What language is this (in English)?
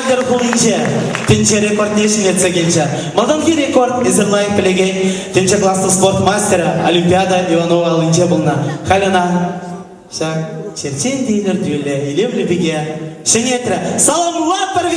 Chuvash